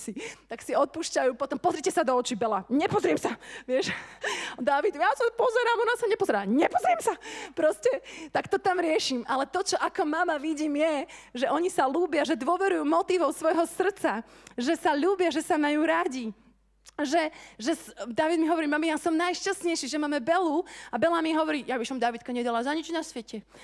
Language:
Slovak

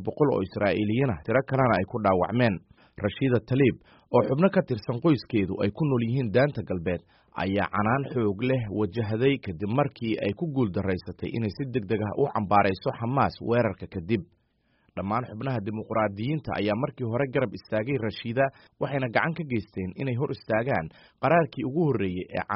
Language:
Somali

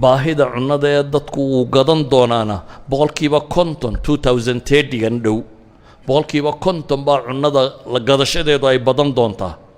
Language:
Somali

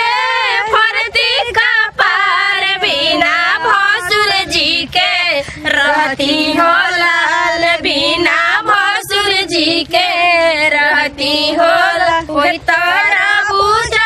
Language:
Bhojpuri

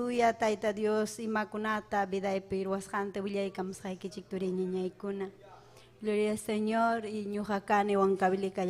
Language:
Ayacucho Quechua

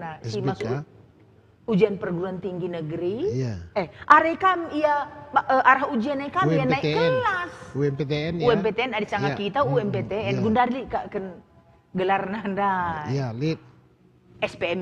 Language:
Batak Karo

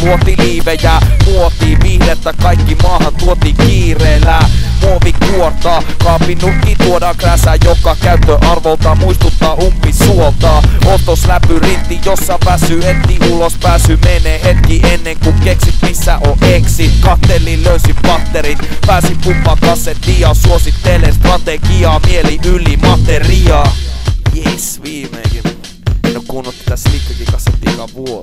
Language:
Finnish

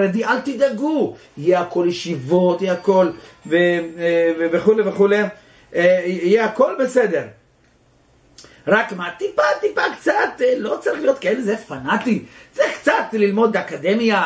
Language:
Hebrew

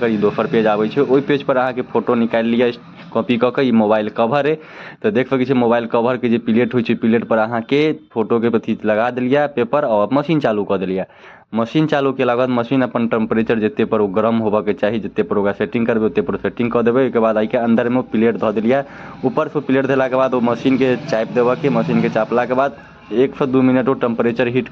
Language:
Maithili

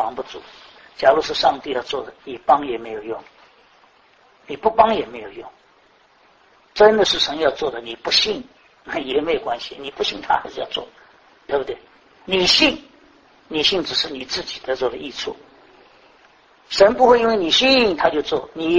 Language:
Chinese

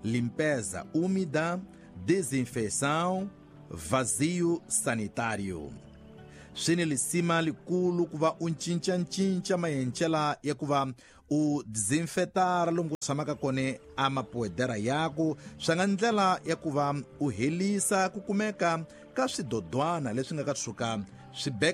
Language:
Tsonga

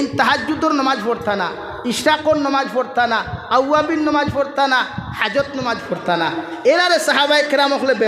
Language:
Sylheti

